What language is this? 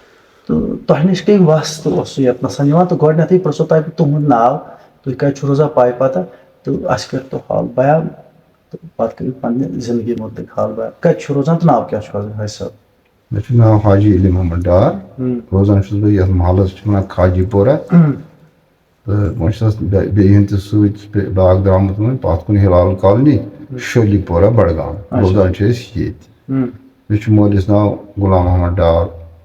Kashmiri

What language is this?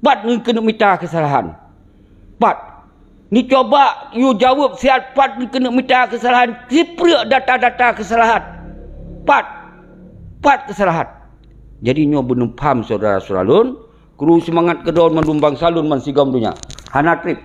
Achinese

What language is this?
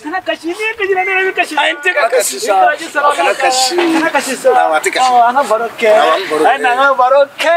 Bambara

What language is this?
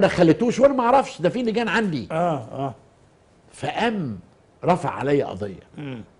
Egyptian Arabic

